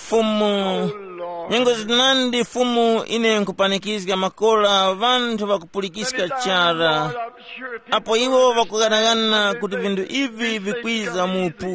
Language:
Tumbuka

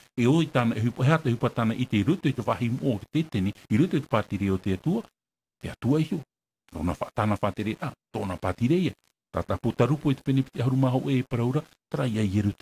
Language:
Tahitian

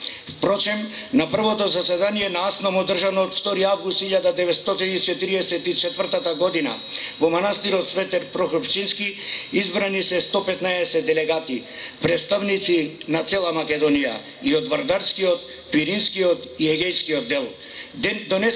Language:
Macedonian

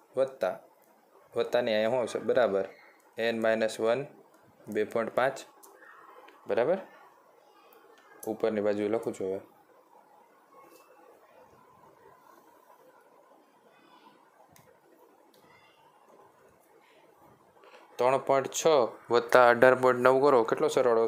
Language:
Gujarati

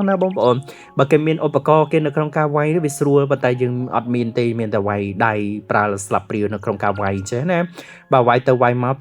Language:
Khmer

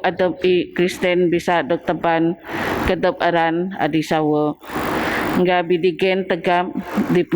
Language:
Biatah Bidayuh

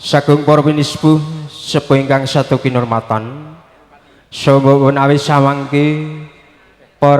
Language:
Javanese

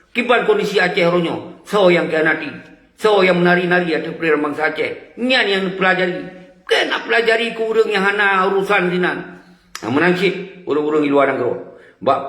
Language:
Achinese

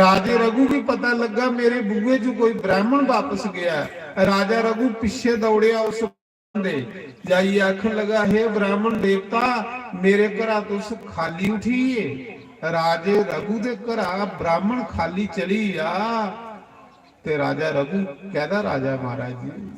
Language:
Dogri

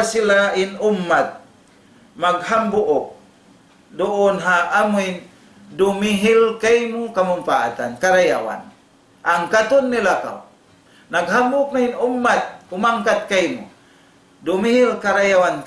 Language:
Tausug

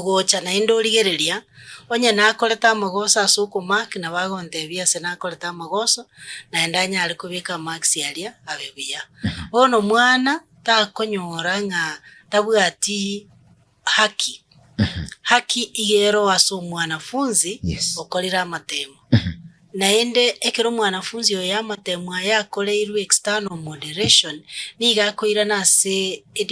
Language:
Gusii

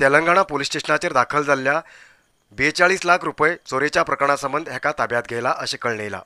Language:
Konkani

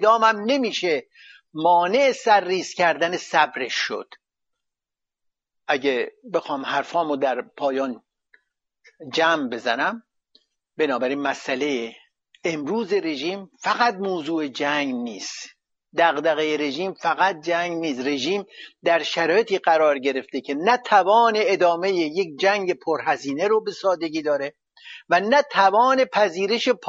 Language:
Persian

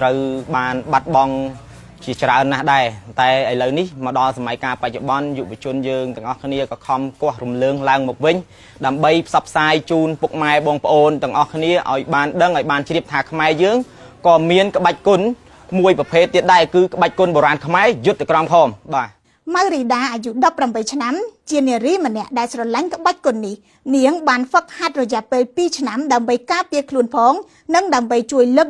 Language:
Khmer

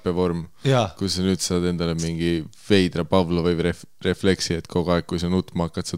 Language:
Estonian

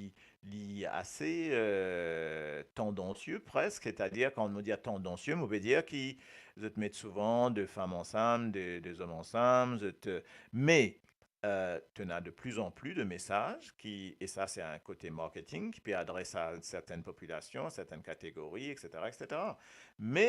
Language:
Morisyen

